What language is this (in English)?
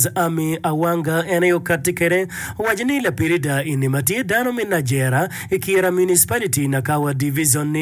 Acoli